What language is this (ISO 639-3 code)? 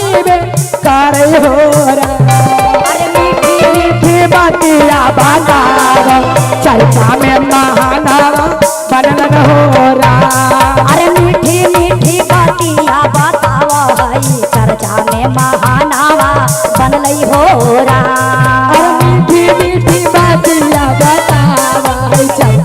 mag